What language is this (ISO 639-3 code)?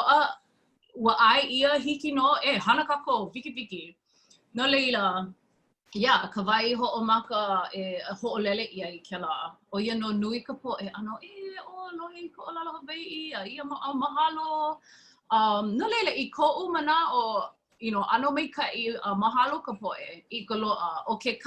haw